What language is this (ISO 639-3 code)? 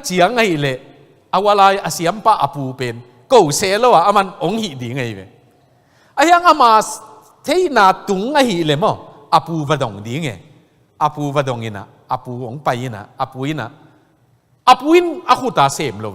ctd